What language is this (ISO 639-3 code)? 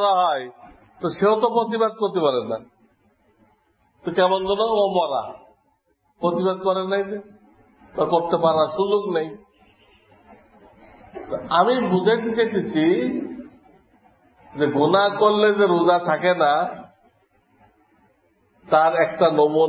ben